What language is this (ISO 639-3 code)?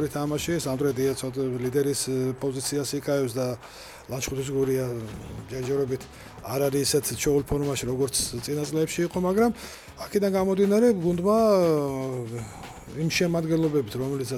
kat